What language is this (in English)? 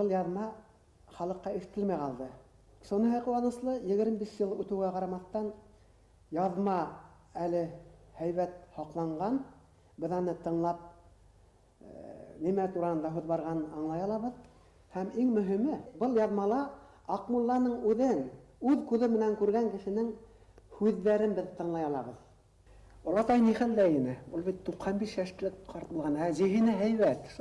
Bashkir